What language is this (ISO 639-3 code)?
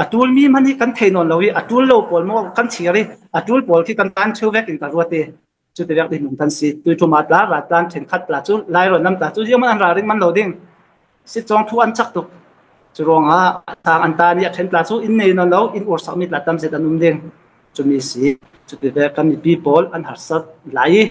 cfm